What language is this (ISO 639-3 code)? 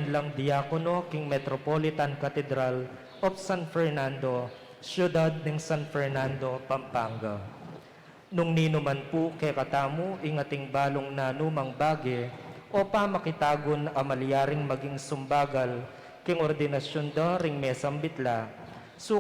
pam